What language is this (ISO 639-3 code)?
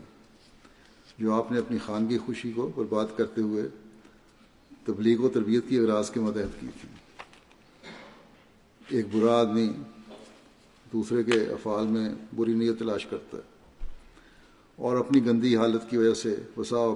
urd